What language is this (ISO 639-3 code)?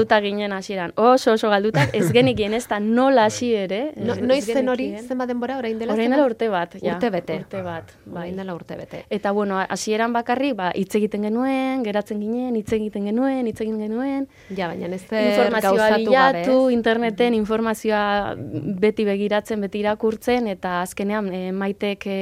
eus